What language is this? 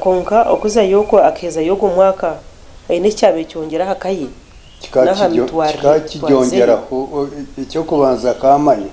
Nyankole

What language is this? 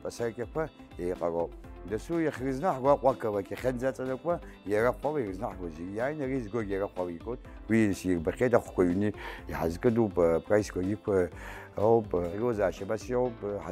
Abkhazian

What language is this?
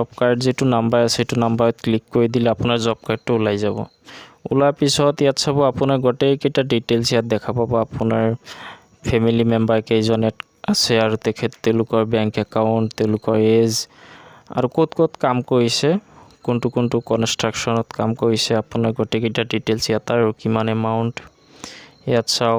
Assamese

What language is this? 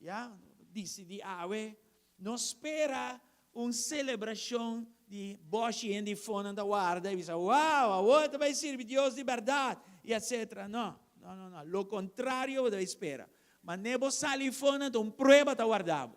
Papiamento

